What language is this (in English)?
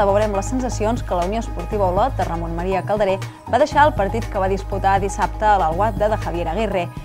Catalan